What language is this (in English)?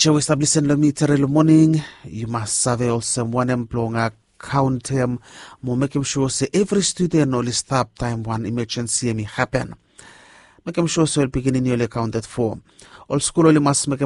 Bislama